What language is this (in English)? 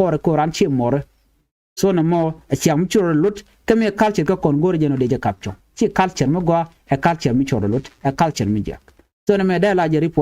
Nuer